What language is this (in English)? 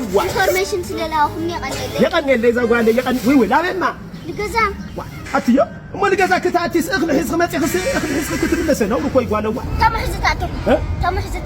Tigrinya